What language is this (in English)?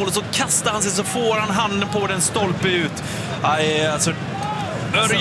Swedish